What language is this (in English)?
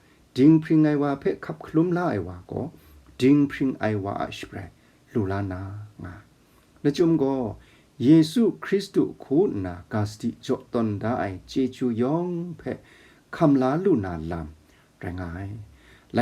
Kachin